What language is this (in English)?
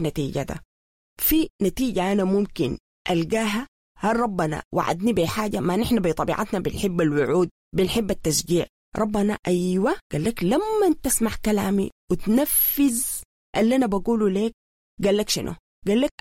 Sudanese Arabic